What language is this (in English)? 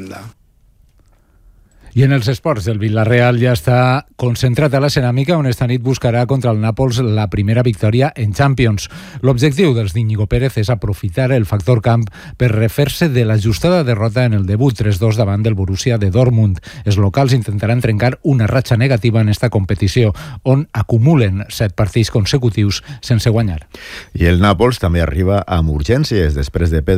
Catalan